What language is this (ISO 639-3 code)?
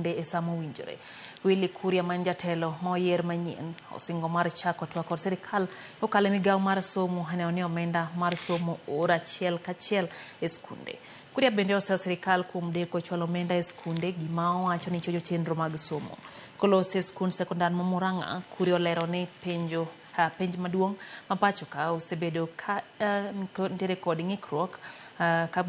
luo